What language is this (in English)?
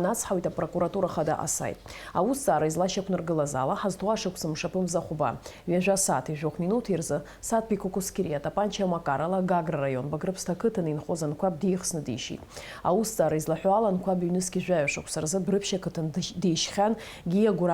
Abkhazian